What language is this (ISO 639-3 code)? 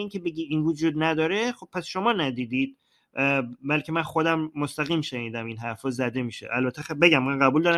fas